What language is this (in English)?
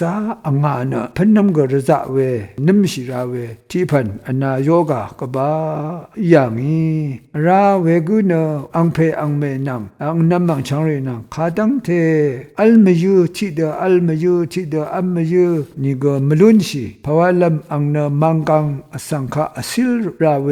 Rawang